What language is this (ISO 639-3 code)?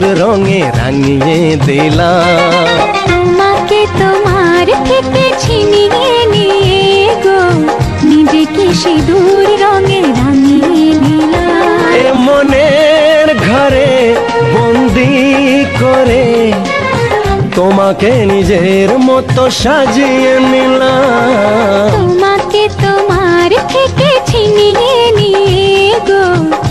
ben